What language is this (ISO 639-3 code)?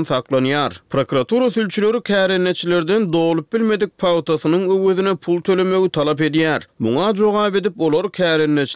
tuk